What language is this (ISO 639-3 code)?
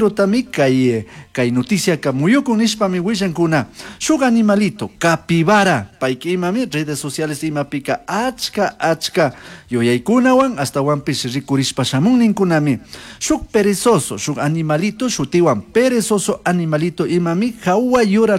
qug